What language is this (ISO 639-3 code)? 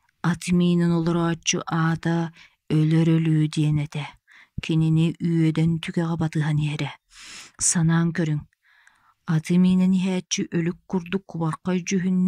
sah